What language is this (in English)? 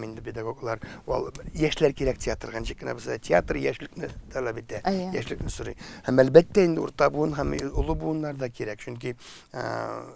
Tatar